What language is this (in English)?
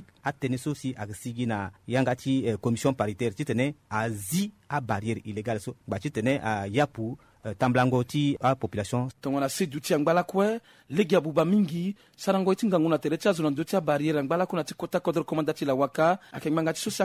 Sango